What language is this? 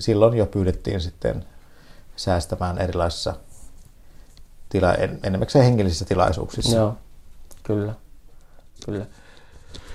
Finnish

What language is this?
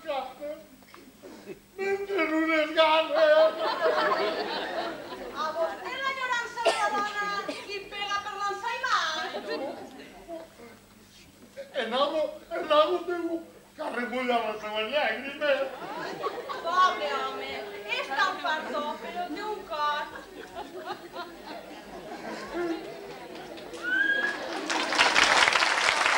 Catalan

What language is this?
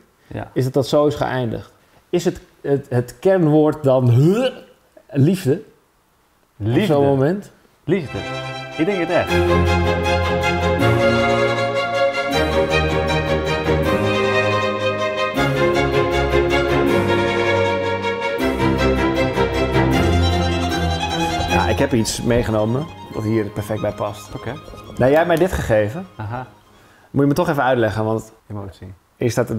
Dutch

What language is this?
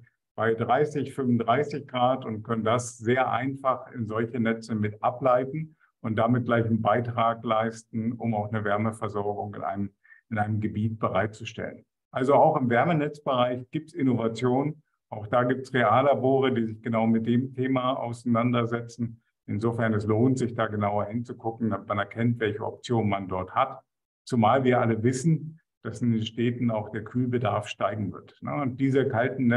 German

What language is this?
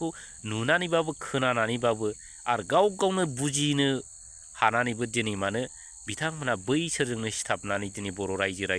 Bodo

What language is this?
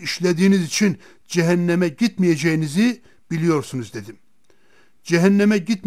Turkish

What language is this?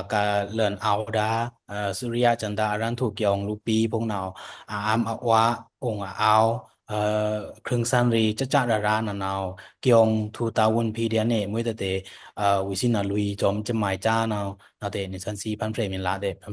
Pa'o Karen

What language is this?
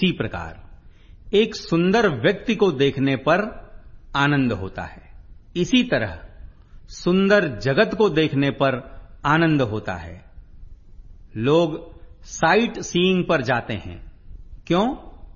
Hindi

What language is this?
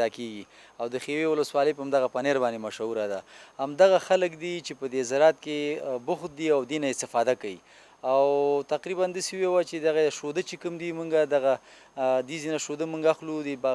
Pashto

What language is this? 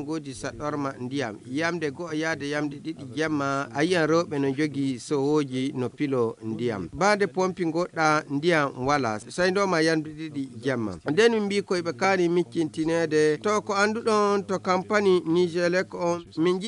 Fula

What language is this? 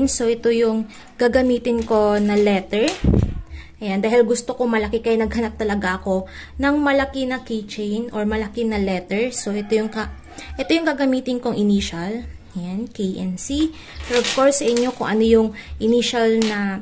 Filipino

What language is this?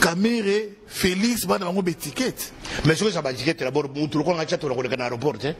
Lingala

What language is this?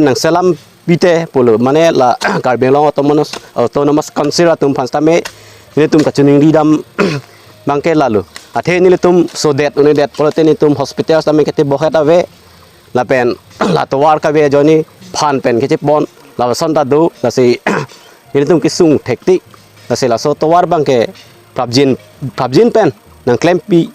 Karbi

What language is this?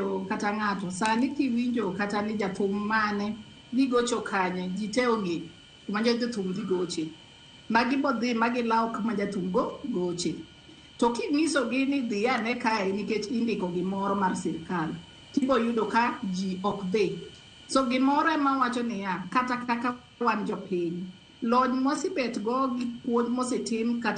Luo (Kenya and Tanzania)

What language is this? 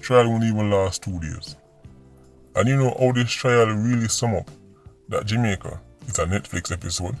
Jamaican Creole English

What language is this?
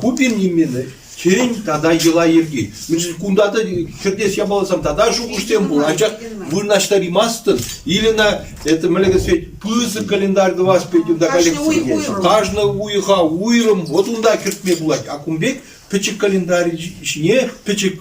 Chuvash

